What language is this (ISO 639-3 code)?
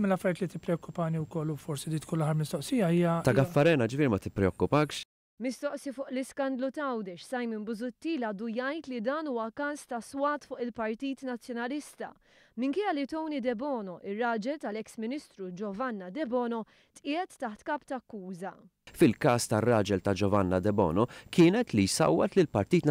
mlt